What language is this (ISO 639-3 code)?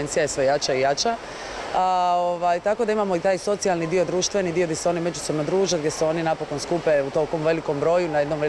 hrv